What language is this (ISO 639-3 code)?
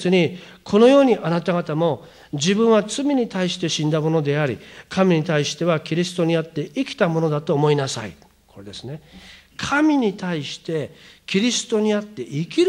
jpn